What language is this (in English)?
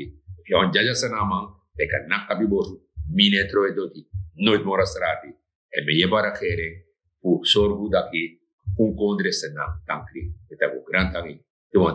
Sranan Tongo